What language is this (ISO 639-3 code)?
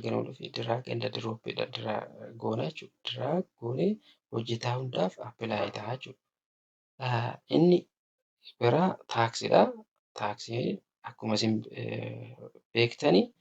orm